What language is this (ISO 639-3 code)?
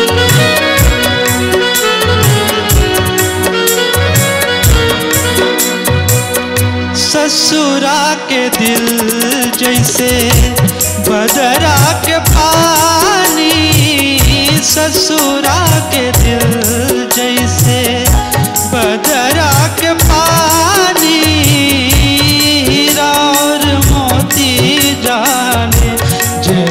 bho